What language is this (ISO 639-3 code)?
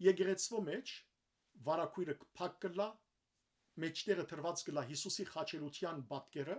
hyw